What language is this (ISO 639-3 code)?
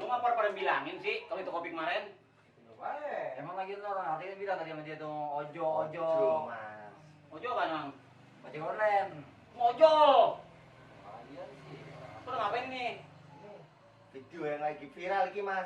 bew